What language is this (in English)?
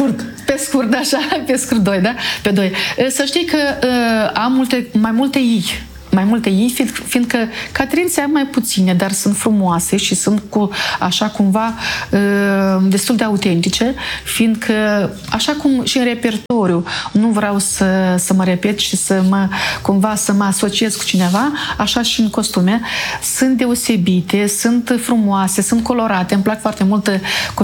Romanian